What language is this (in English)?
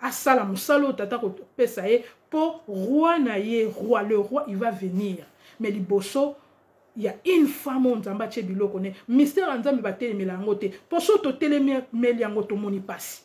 Lingala